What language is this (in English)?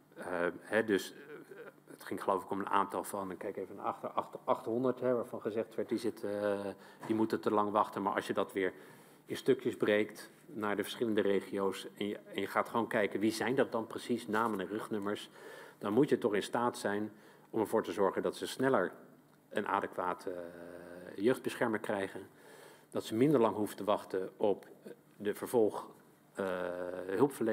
Dutch